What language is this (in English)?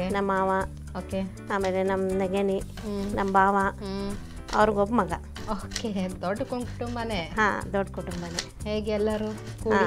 Kannada